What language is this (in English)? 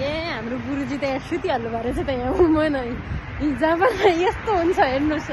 Nepali